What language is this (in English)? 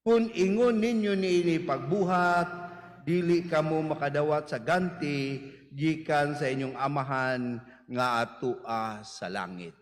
Cebuano